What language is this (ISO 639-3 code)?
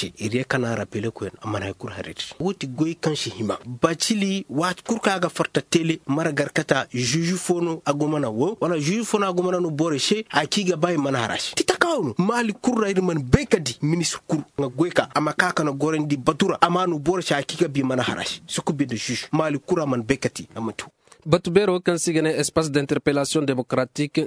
ses